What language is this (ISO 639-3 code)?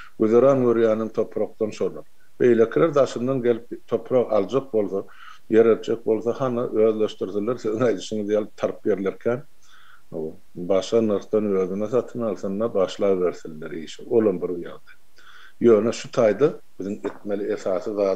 tuk